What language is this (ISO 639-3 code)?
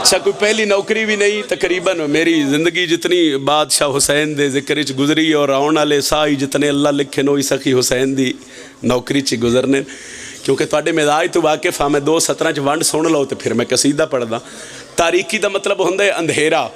phr